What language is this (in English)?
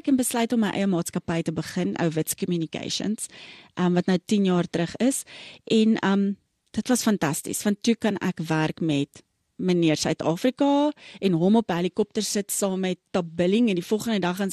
Afrikaans